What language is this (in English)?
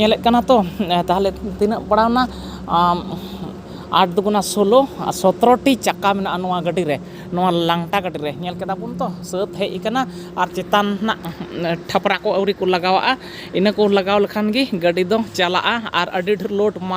Santali